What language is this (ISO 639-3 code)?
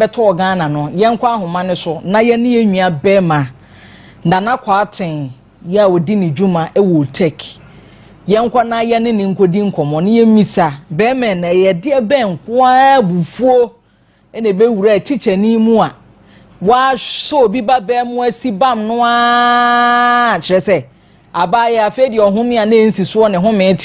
aka